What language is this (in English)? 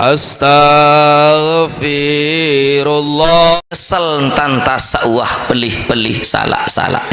Sasak